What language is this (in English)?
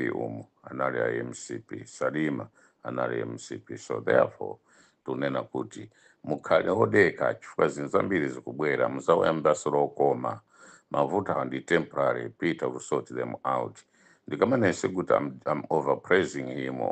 Nyanja